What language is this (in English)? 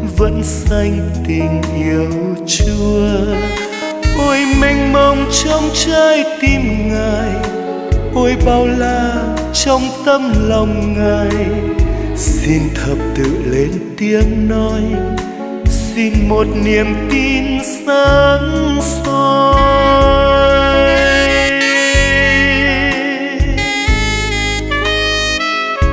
Vietnamese